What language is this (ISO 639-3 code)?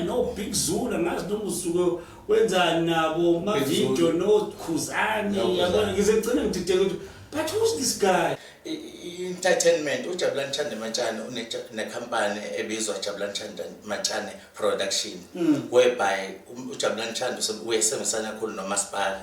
zul